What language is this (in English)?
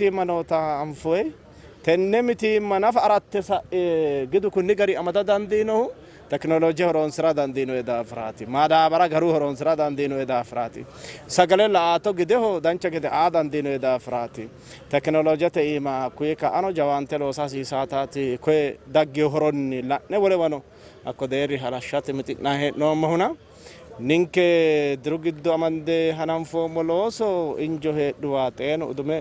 Sidamo